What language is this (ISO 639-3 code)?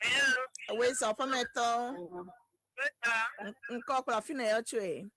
ewe